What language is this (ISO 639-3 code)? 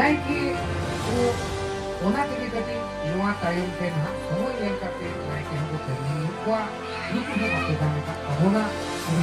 sat